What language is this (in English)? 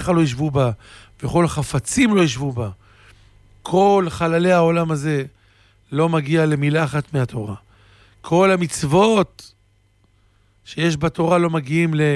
Hebrew